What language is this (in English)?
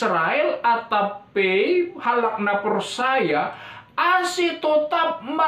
Batak Simalungun